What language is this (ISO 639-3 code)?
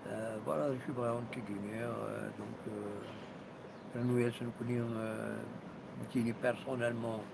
kab